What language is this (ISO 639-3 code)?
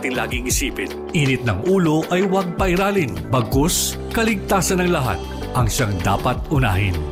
fil